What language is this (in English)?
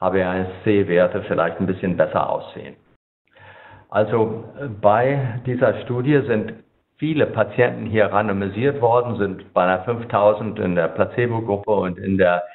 German